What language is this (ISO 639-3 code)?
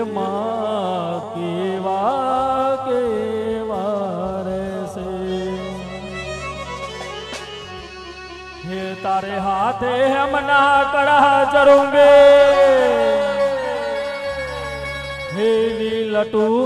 guj